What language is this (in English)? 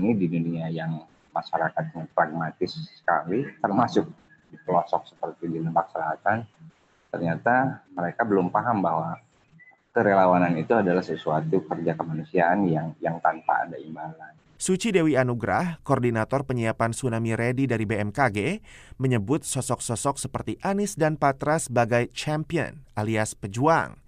Indonesian